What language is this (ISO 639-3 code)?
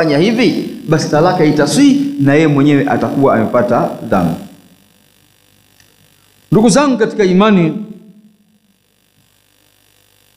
swa